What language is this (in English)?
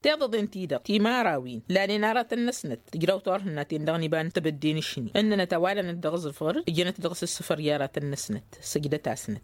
Tamasheq